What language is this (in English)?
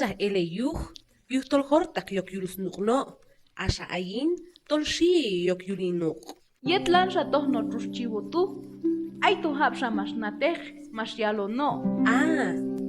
Q'anjob'al